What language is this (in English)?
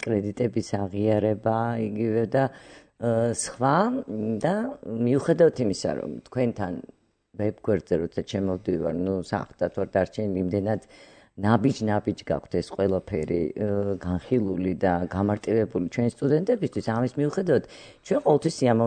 Georgian